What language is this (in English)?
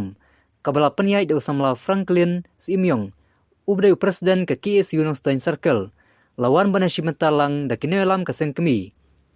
Khasi